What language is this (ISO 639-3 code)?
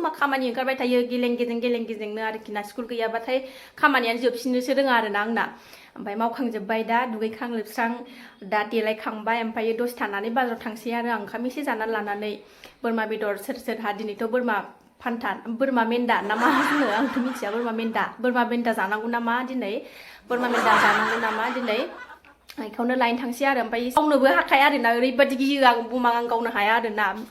brx